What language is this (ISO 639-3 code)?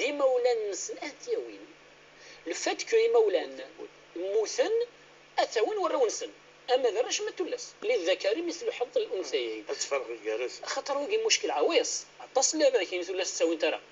kab